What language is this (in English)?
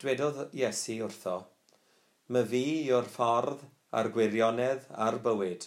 Welsh